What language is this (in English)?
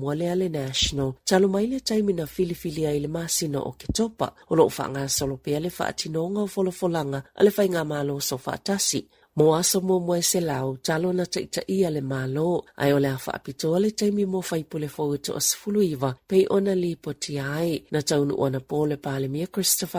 Samoan